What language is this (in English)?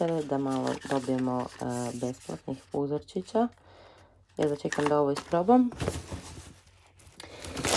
Croatian